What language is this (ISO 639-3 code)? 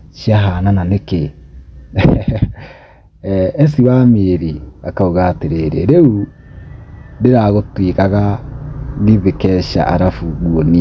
kik